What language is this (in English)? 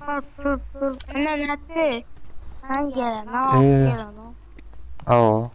Turkmen